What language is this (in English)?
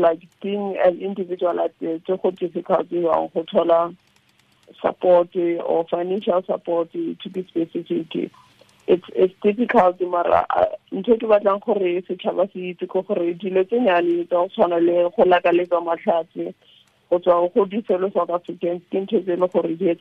Tswana